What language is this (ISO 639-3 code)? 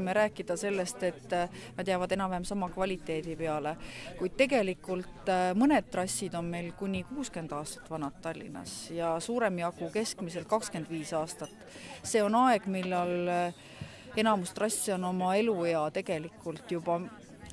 est